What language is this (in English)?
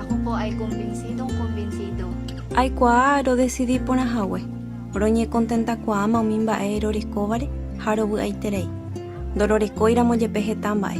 Guarani